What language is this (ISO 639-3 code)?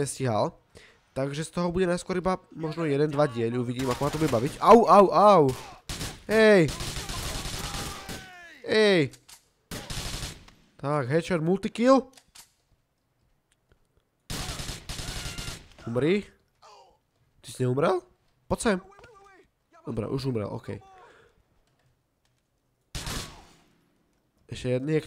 slk